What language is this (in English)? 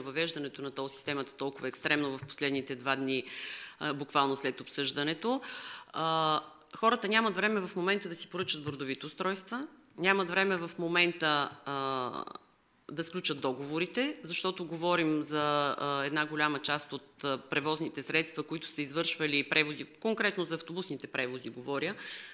Bulgarian